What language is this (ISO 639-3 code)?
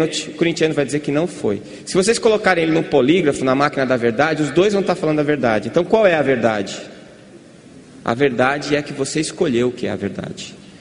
por